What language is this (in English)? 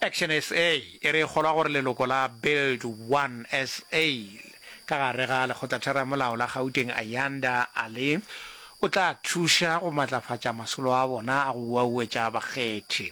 Northern Sotho